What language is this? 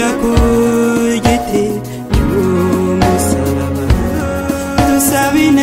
Kinyarwanda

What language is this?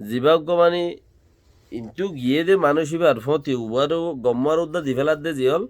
Rohingya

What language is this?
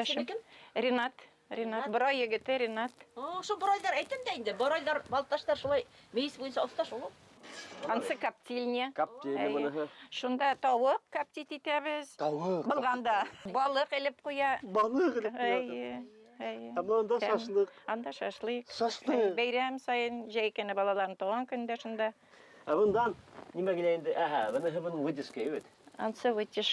Bashkir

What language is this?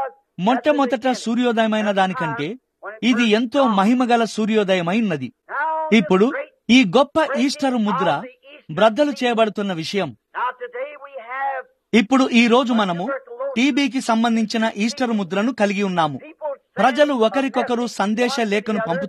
Telugu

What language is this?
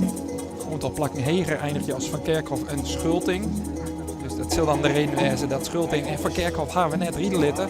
Western Frisian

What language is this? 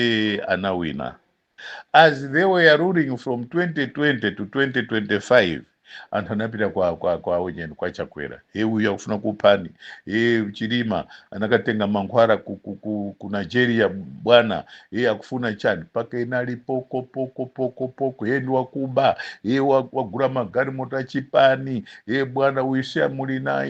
Nyanja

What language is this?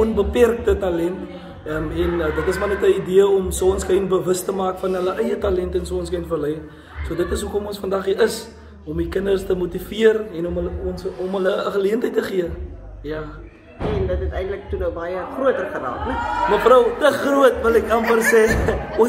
Afrikaans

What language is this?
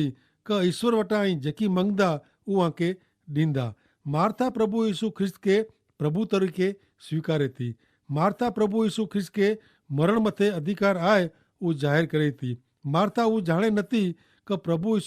Kachhi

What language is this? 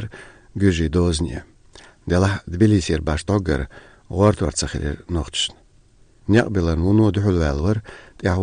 Chechen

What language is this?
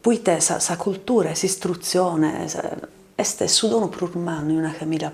Sardinian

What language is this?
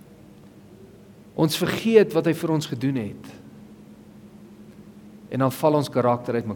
Afrikaans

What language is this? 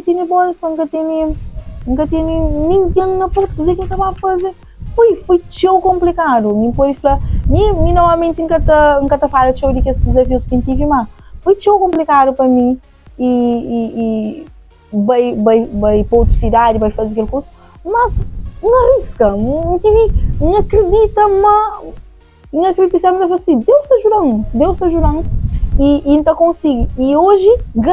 Kabuverdianu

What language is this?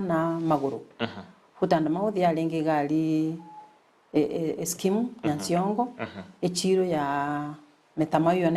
Gusii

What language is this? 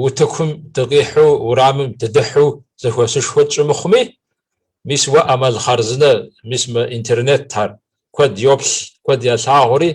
Kabardian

